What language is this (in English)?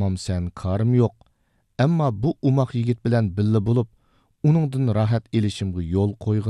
Uyghur